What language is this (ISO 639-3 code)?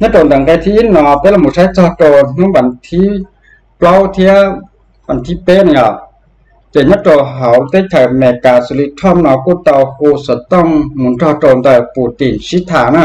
hmn